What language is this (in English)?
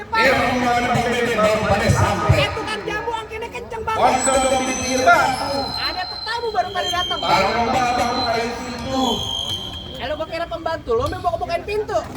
Betawi